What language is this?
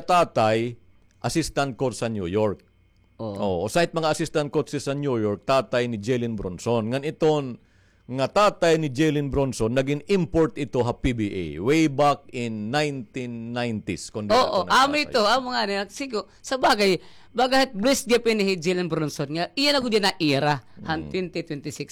Waray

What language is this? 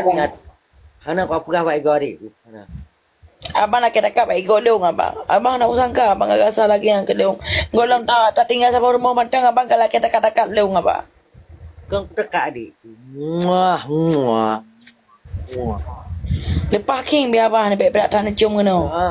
Achinese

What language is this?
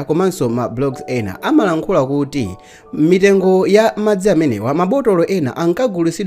Nyanja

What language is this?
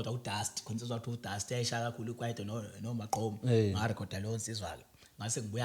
Zulu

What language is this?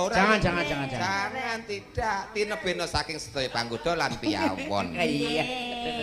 Javanese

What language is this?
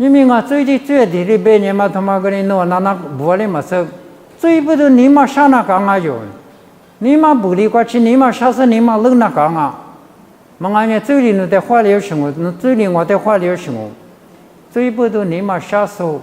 Lisu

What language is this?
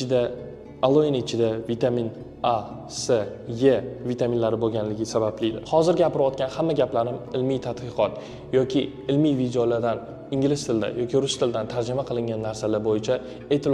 Uzbek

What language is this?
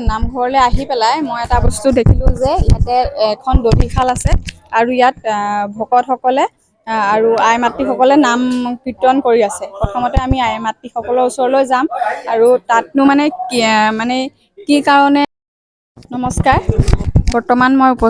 Assamese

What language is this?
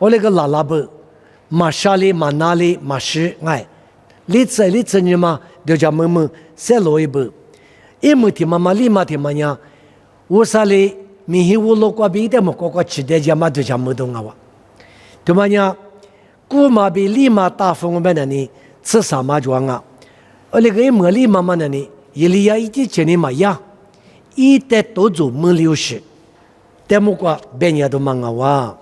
Lisu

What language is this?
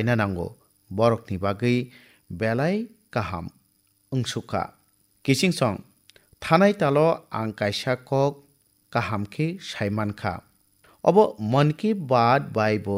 Kok Borok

